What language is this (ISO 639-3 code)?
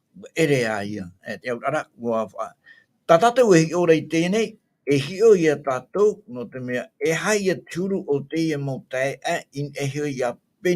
tah